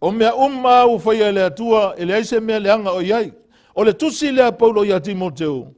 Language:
Samoan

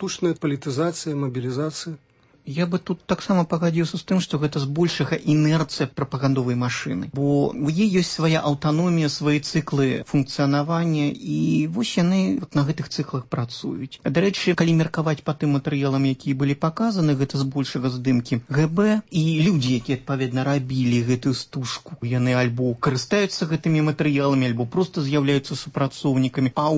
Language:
Belarusian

